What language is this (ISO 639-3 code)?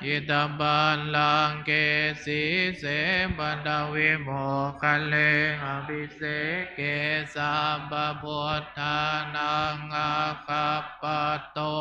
pli